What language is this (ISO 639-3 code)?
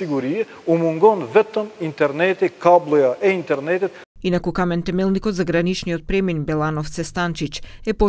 mkd